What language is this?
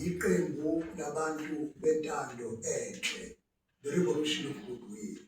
Zulu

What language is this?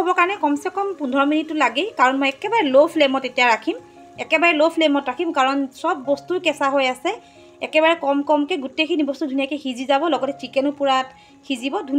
Assamese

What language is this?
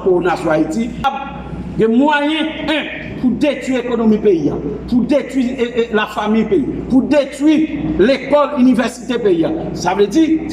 Haitian Creole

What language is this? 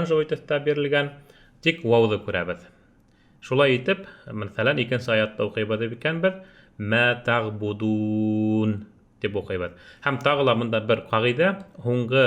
Bashkir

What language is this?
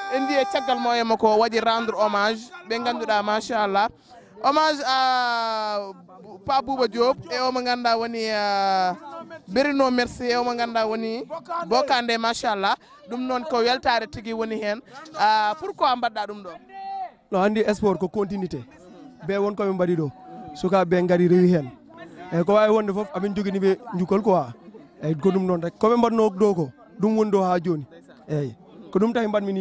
Fula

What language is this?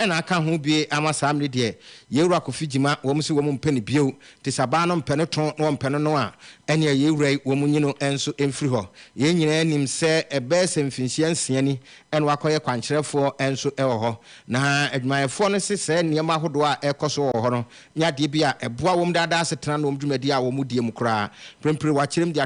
Akan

